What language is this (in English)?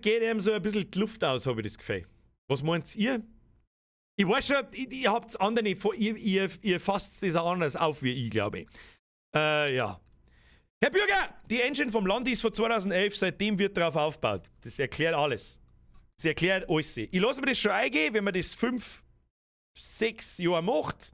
Bavarian